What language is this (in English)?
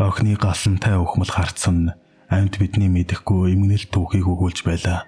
Mongolian